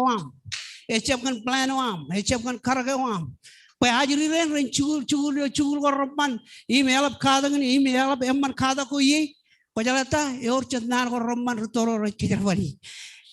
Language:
Marshallese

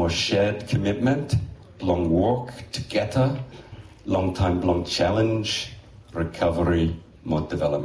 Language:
Bislama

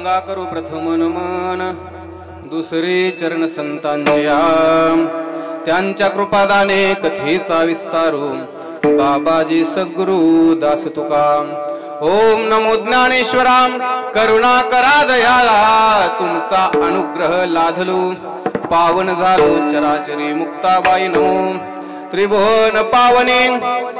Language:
Marathi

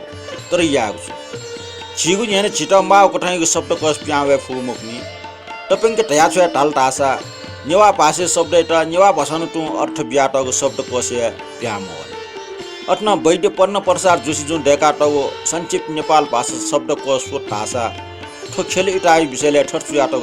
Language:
Newari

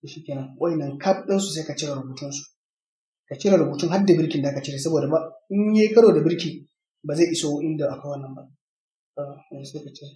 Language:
Hausa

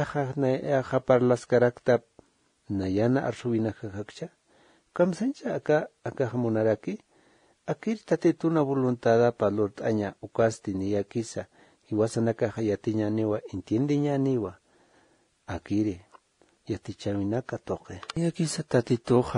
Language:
Aymara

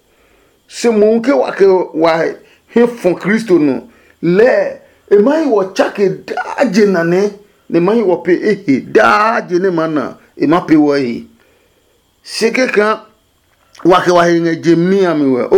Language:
Adangme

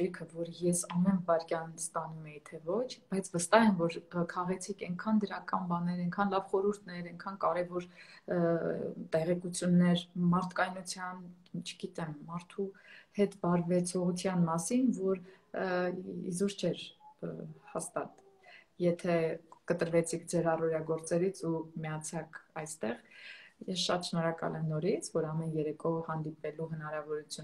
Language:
Armenian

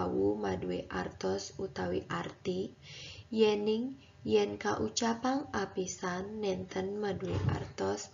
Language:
Balinese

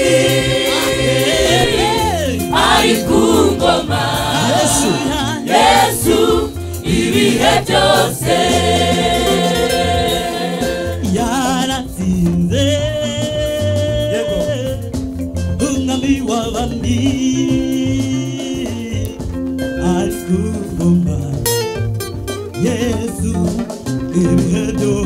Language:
Kinyarwanda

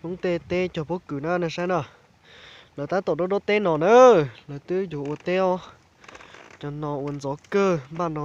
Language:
Hmong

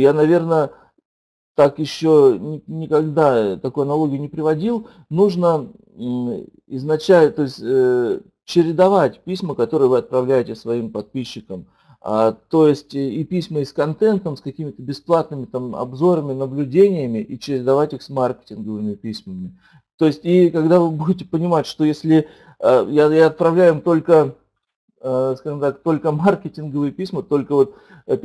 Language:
Russian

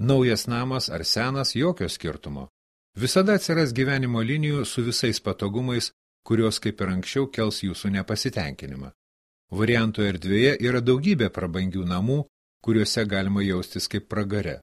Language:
Lithuanian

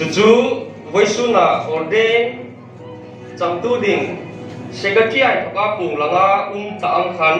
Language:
Hmar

